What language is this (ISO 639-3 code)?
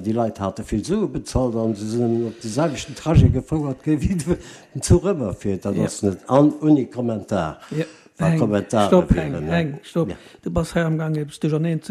ltz